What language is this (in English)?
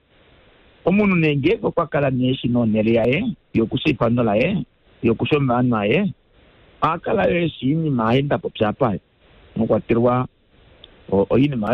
Kuanyama